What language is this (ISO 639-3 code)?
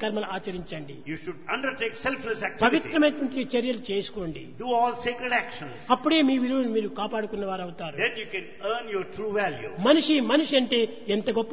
tel